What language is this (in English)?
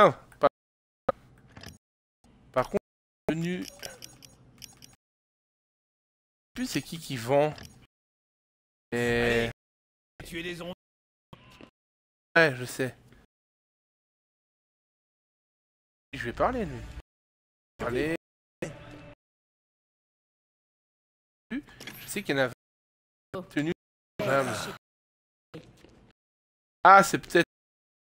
French